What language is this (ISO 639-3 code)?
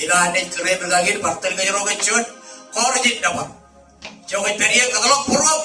mah